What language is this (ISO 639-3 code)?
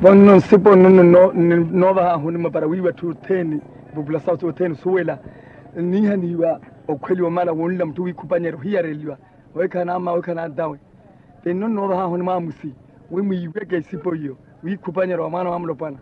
vmw